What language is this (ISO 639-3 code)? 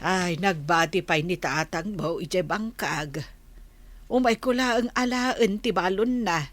ilo